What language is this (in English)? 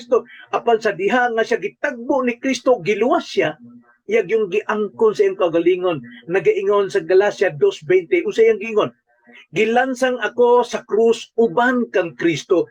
Cebuano